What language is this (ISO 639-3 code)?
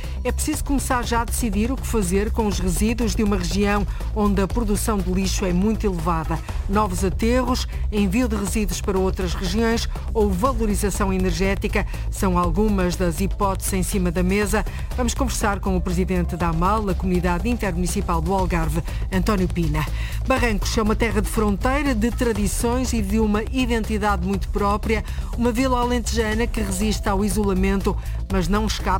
por